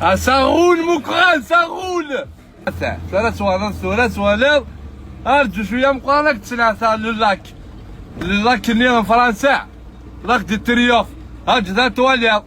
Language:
Kabyle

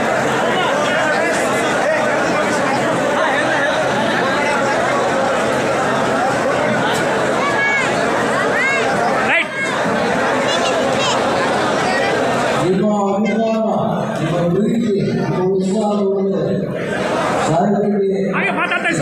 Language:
Kannada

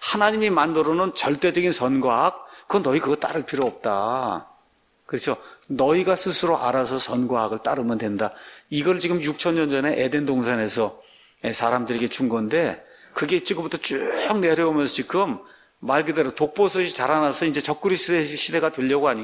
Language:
Korean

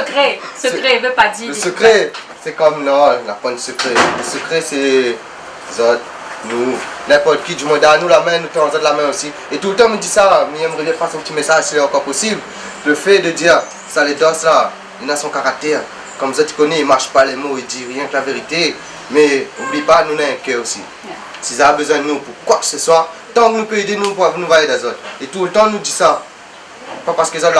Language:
Réunion Creole French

